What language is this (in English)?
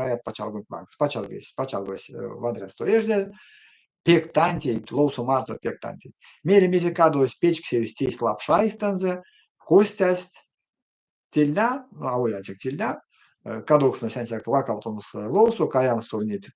Erzya